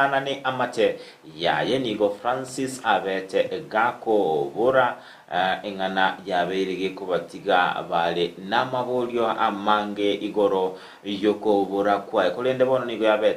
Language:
Gusii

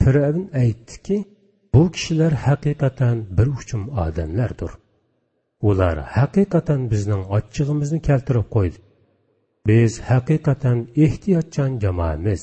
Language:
Uyghur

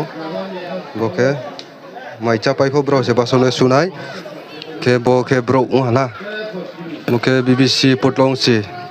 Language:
Riang (India)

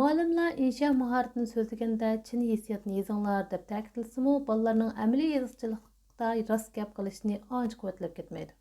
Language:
Uyghur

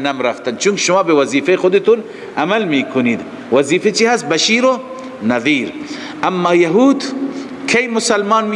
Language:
Persian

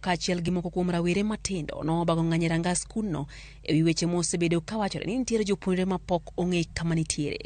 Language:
Luo (Kenya and Tanzania)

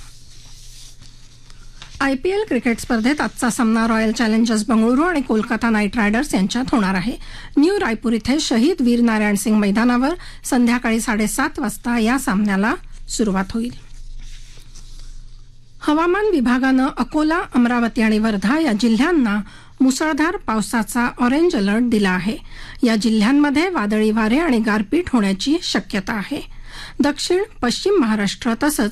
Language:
Marathi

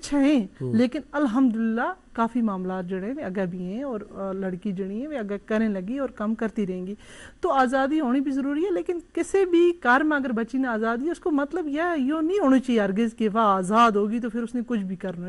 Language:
Gujari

